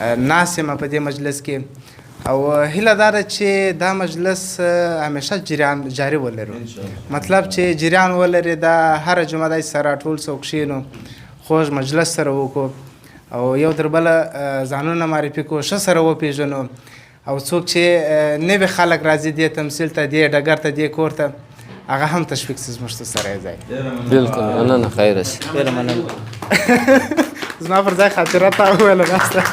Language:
Pashto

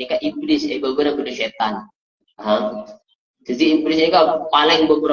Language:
Madurese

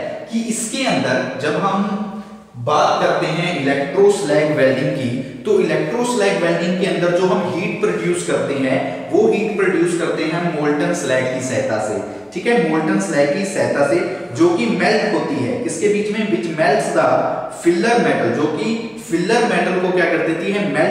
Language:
Hindi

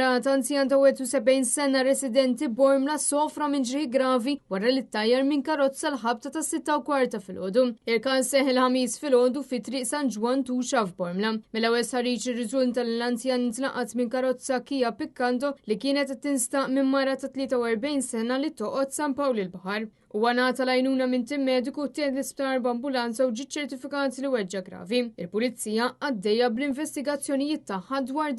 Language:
Maltese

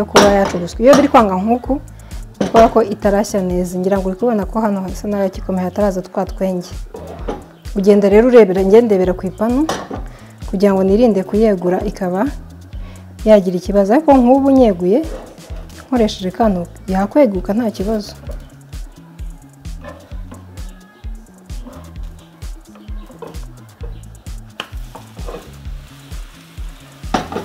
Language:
Kinyarwanda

